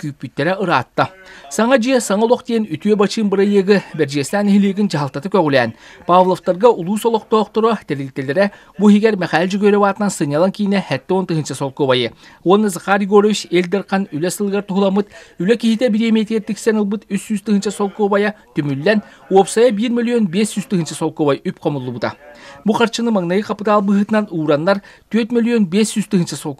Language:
Yakut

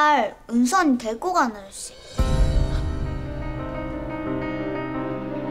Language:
Korean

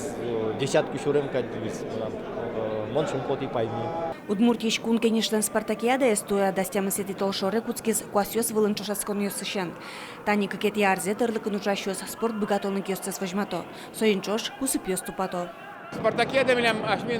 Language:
Udmurt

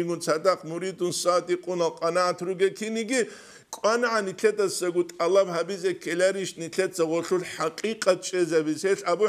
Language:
Avaric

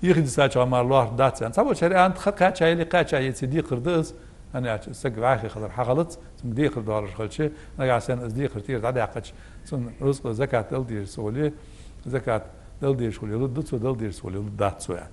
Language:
Ingush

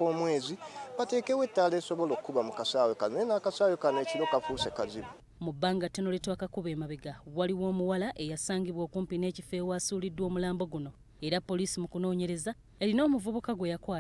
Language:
Ganda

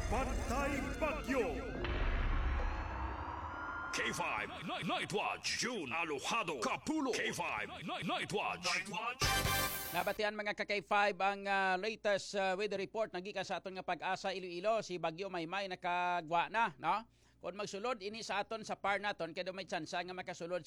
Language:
Hiligaynon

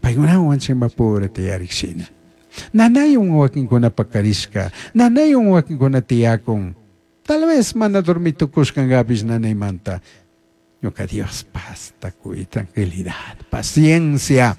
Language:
Chimborazo Highland Quichua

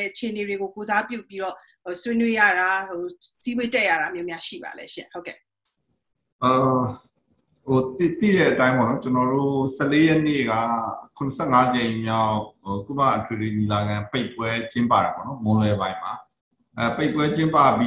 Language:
Burmese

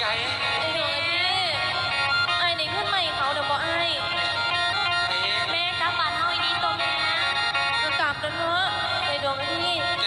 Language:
Northeastern Thai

